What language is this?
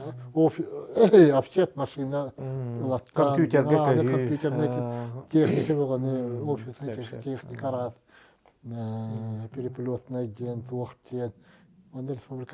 Yakut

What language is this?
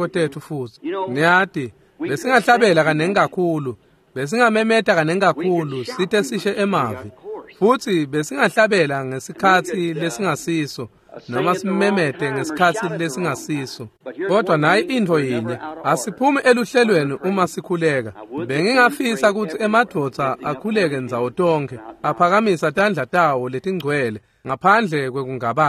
Swati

